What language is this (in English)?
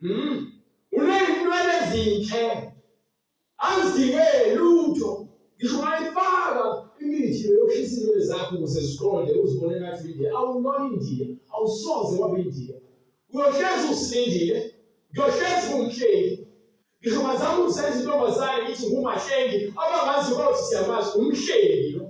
Zulu